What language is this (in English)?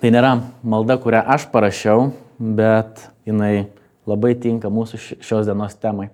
Lithuanian